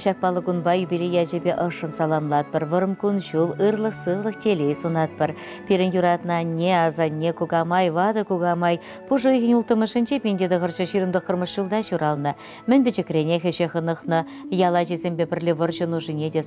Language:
Chuvash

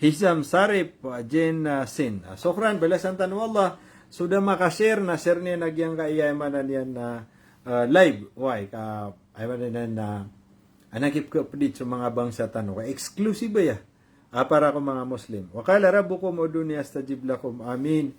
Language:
Maranao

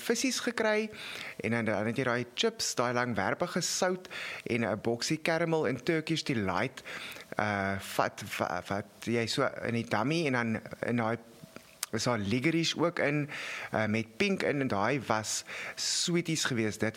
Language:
Afrikaans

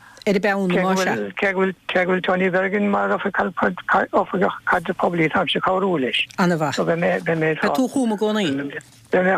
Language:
Irish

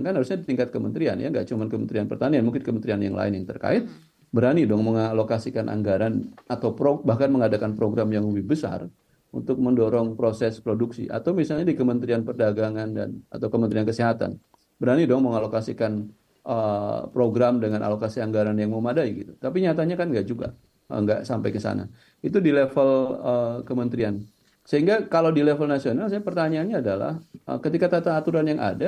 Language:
Indonesian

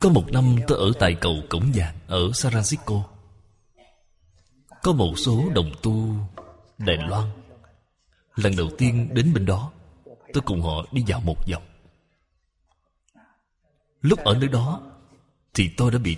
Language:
Vietnamese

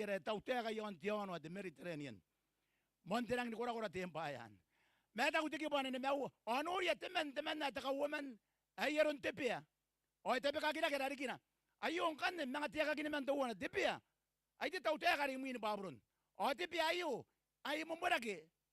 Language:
Gilbertese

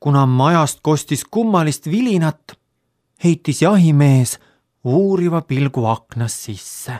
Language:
Estonian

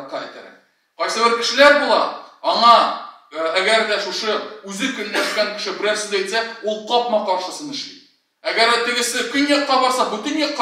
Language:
Tatar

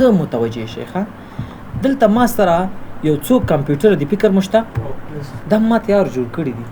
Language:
Pashto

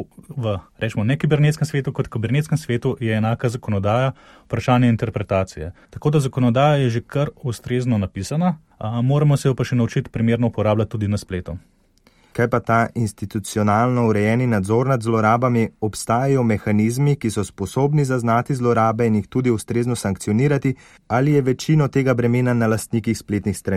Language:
Slovenian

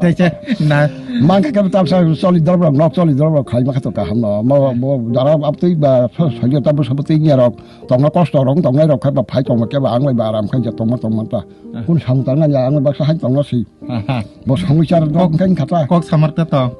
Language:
Kok Borok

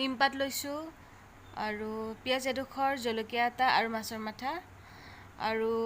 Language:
Assamese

